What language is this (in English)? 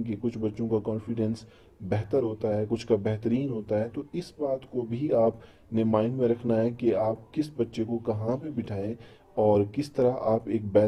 Urdu